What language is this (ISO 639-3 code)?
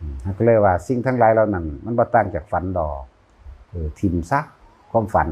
lao